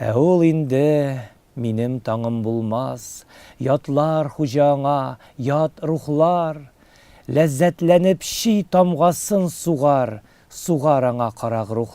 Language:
Tatar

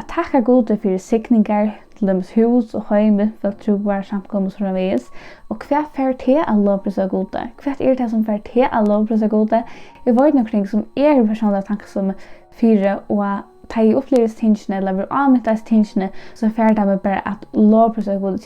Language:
Faroese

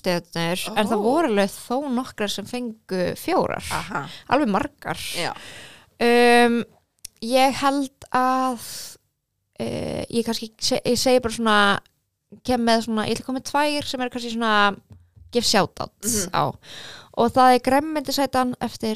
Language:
Icelandic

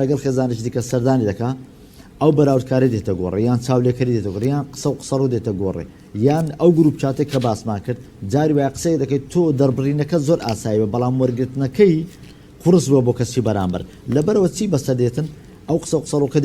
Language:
Central Kurdish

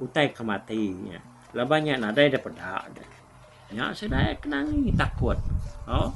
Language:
Iban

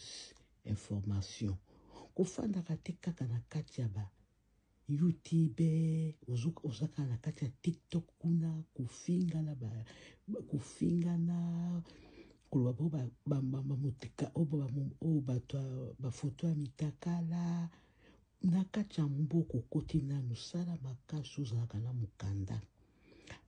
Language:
Lingala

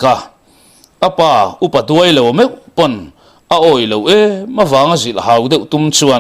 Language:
Mizo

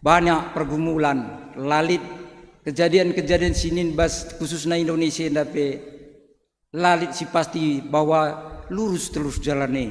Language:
Batak Karo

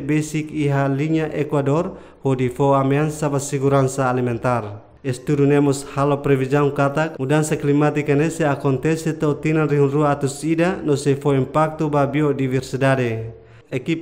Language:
Tetum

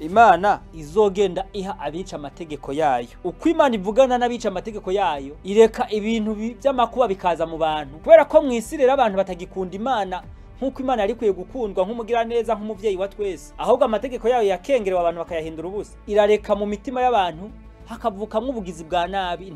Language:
Rundi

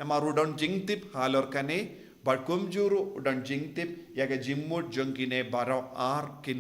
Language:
Khasi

